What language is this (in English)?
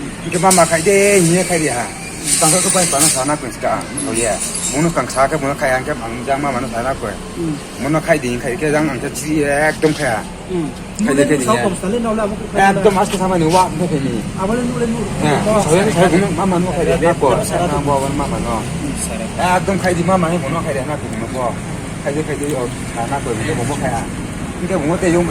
Riang (India)